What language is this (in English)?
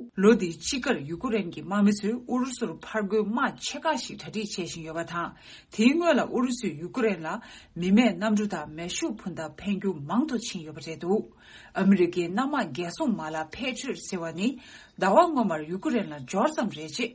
Tibetan